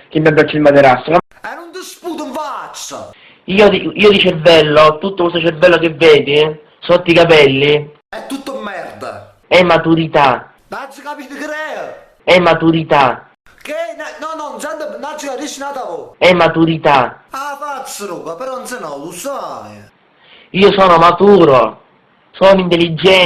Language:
Neapolitan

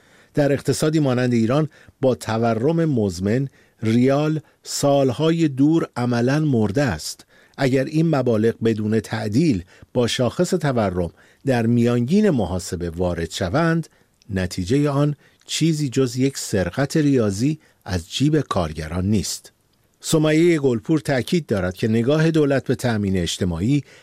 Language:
Persian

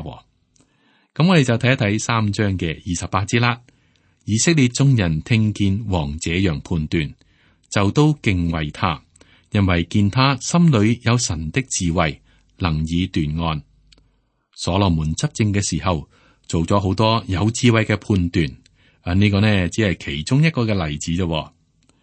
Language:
Cantonese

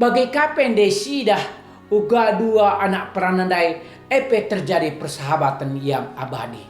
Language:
Batak Karo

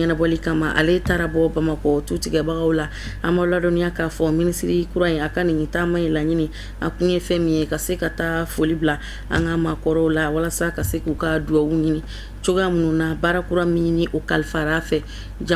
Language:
Bambara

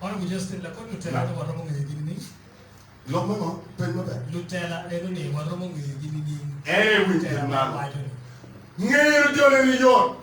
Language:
Acoli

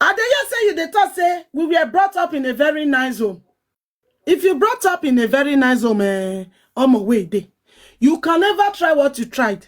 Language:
Nigerian Pidgin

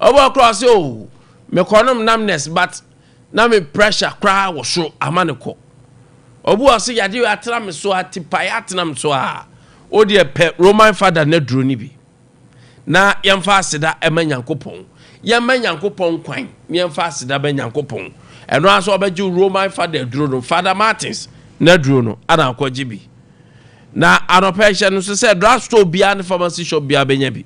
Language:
Akan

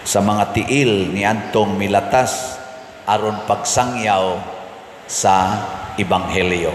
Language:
Cebuano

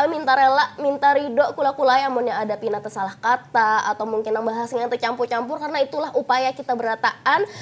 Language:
Banjar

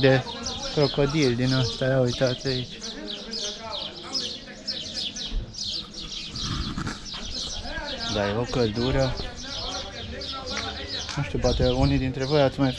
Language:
Romanian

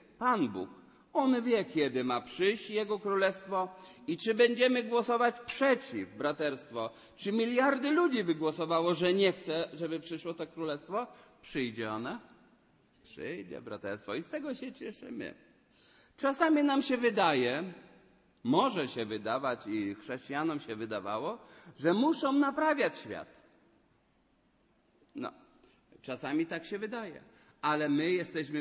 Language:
Polish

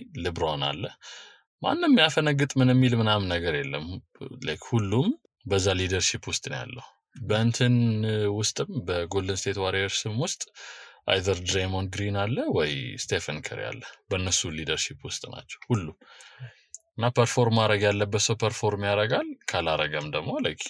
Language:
Amharic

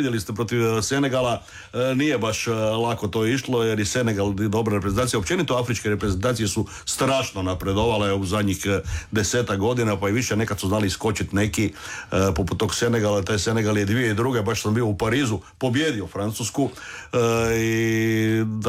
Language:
Croatian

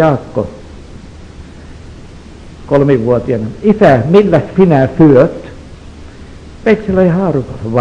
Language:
Finnish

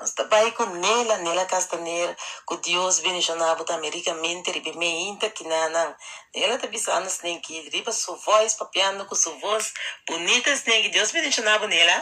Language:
Papiamento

